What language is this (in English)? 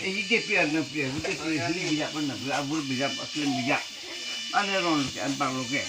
Karbi